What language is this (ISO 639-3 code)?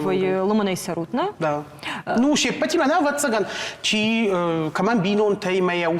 oss